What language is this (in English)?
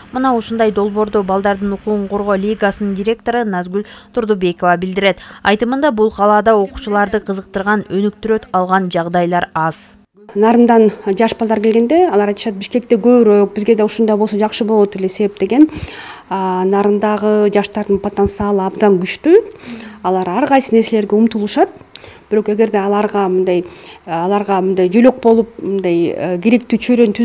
Kyrgyz